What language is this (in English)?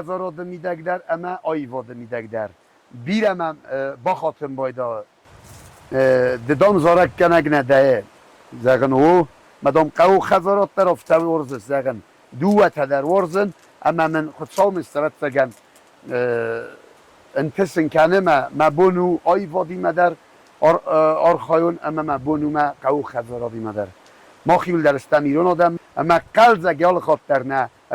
Ossetic